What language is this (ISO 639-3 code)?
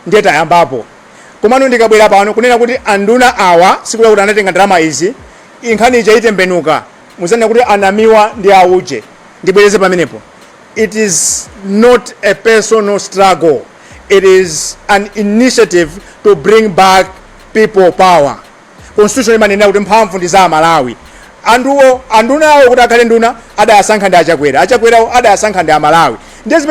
nya